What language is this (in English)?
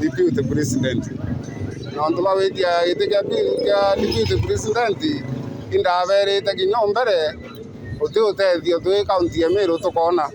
Meru